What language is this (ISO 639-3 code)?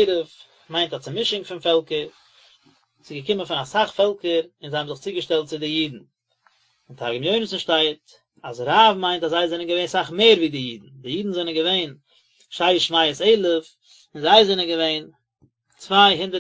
yid